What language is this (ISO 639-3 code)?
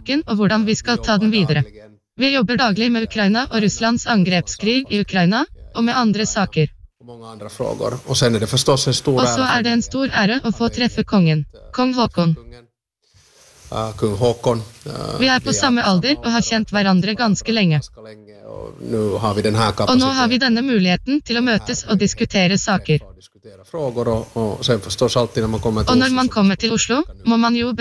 nor